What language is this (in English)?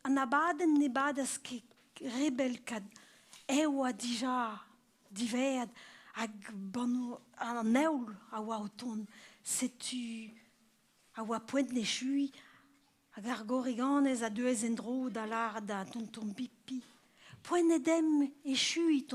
Breton